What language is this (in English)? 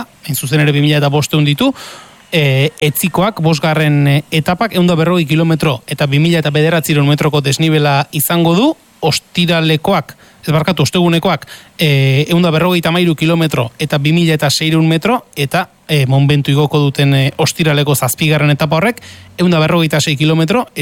Basque